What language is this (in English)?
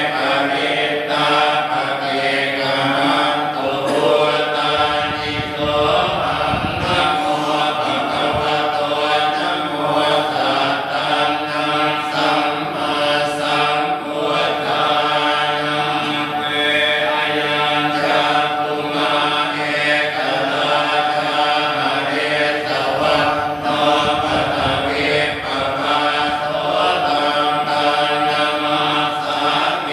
Pali